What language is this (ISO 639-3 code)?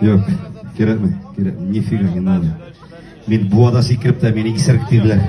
tat